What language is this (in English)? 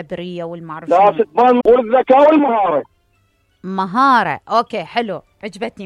Mesopotamian Arabic